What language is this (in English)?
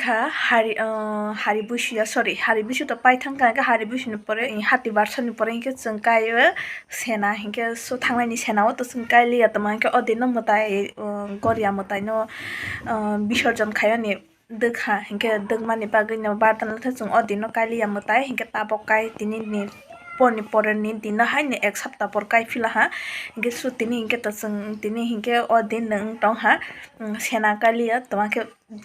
Kok Borok